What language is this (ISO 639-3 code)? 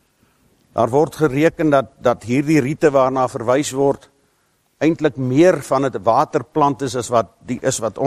afr